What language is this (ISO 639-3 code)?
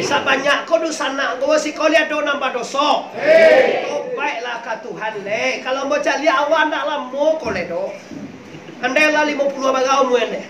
min